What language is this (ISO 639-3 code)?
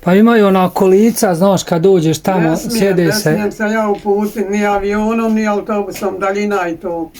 bos